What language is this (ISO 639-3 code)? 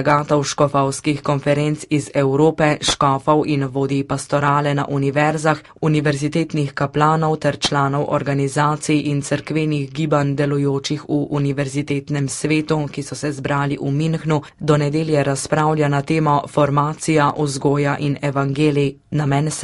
slv